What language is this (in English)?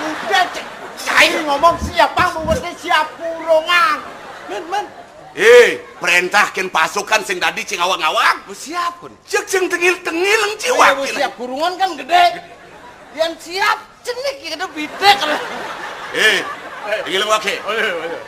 Balinese